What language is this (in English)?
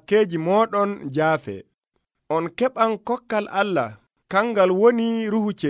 Nigerian Fulfulde